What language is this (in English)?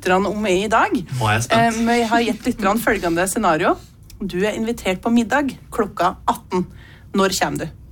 Norwegian